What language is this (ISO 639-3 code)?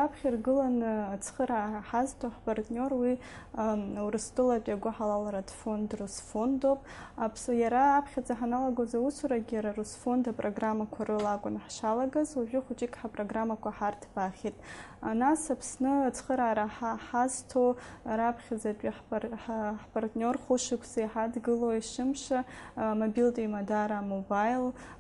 abk